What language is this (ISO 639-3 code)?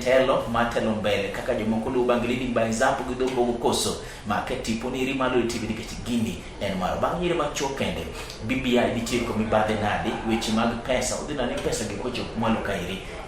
luo